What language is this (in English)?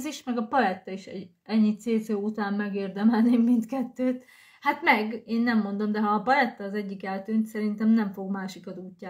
Hungarian